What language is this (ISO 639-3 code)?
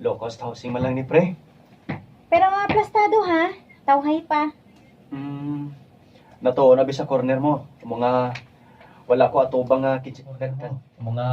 hil